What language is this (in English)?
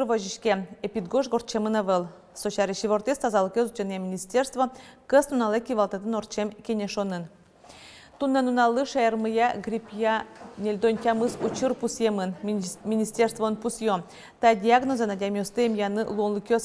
Udmurt